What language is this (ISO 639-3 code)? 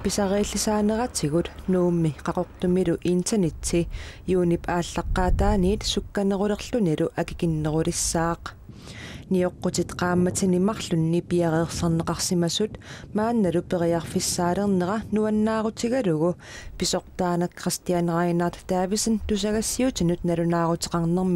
kal